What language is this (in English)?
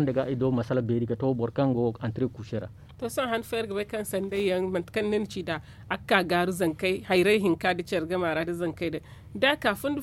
Zarma